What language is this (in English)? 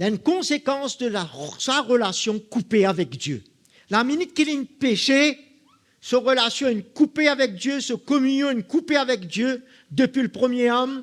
Morisyen